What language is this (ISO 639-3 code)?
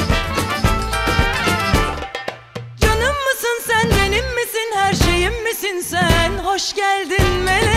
tur